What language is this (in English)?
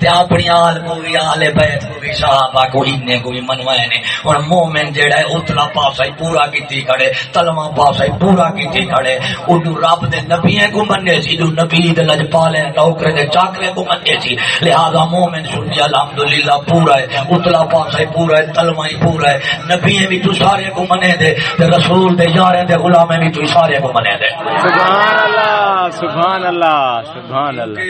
Saraiki